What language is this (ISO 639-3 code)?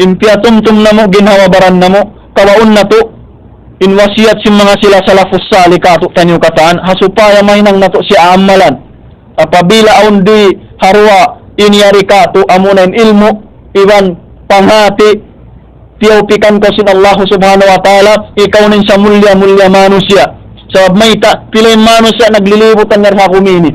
tsg